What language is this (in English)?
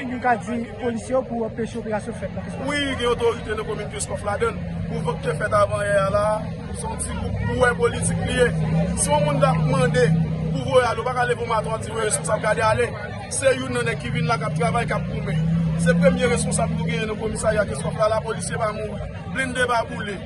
Haitian Creole